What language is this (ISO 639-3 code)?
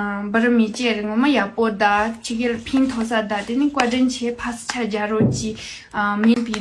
bod